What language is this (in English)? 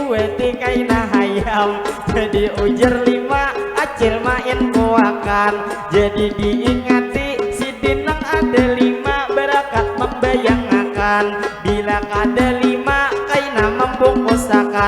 Banjar